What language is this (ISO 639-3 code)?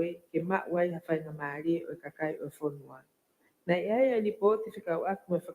ton